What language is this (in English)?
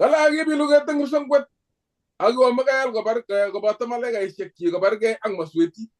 Kalenjin